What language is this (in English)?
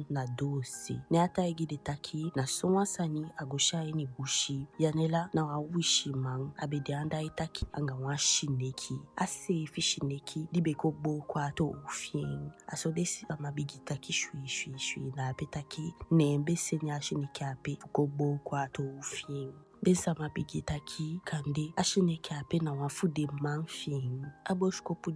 Eastern Maroon Creole